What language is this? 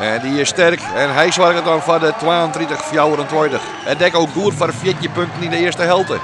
Western Frisian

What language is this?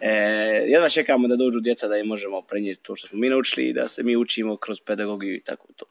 Serbian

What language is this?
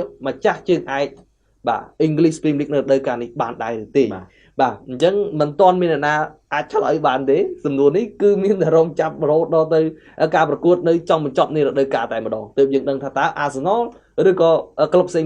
Khmer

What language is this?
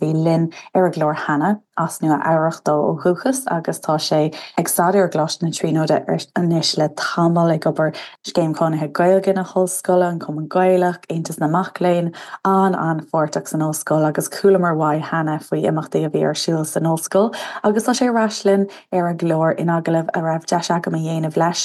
Irish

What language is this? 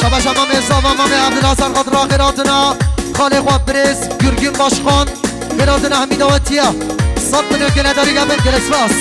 Kurdish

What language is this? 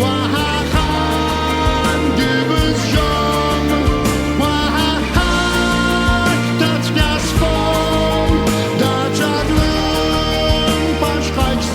Abkhazian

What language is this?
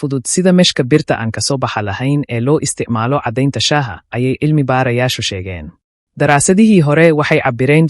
Somali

